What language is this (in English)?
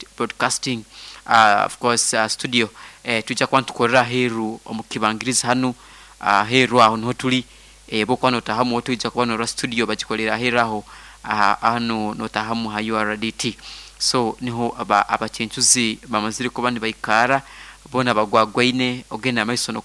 Nyoro